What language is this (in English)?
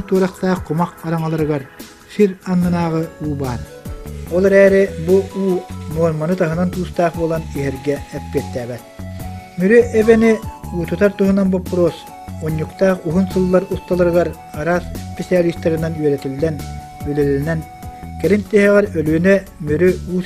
Yakut